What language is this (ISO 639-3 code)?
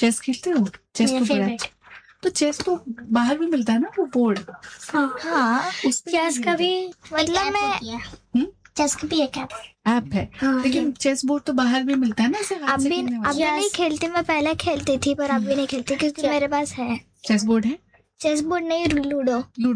hin